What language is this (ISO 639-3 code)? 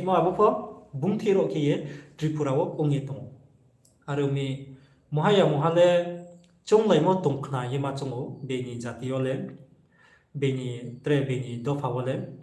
ria